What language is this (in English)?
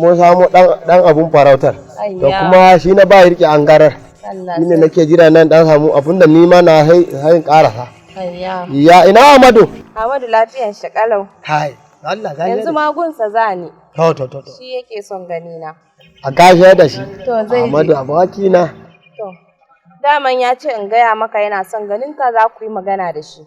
Hausa